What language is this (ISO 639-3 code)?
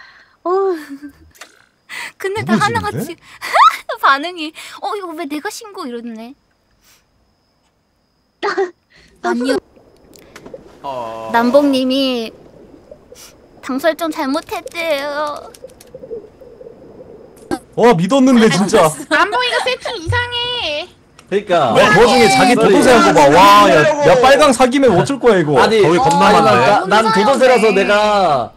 kor